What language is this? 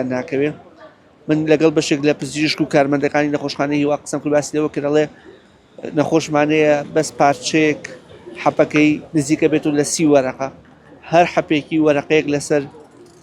Central Kurdish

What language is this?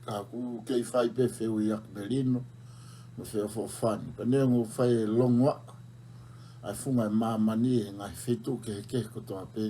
Tongan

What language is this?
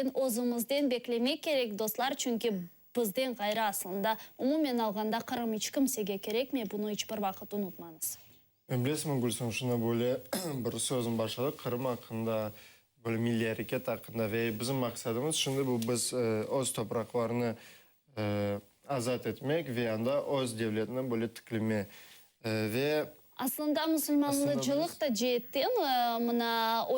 Crimean Tatar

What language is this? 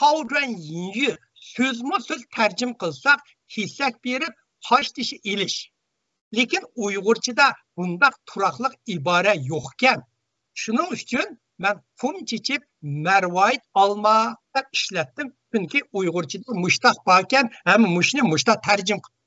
Uyghur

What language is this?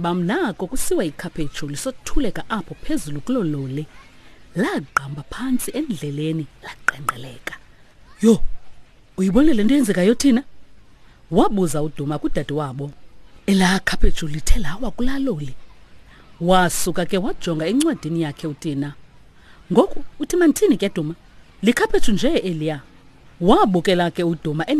Xhosa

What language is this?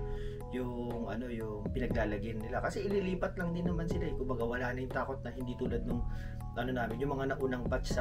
Filipino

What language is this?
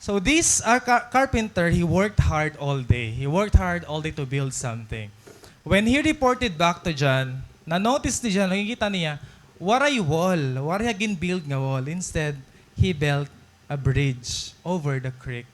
Waray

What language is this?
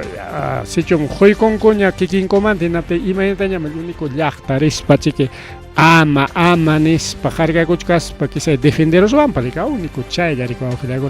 Ayacucho Quechua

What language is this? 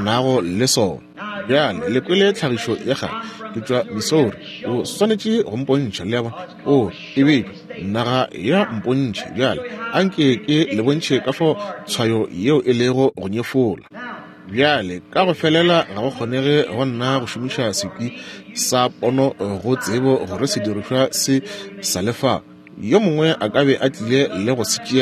Northern Sotho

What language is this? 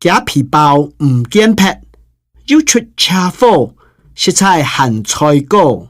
Hakka Chinese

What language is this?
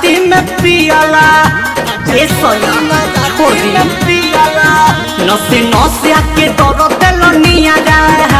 Bhojpuri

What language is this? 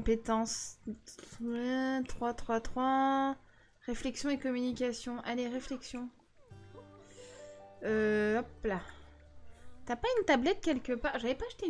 French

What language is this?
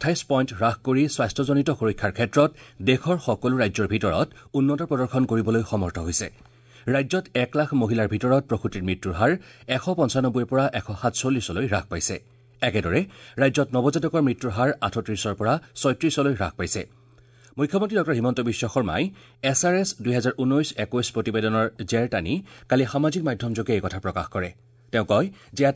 Assamese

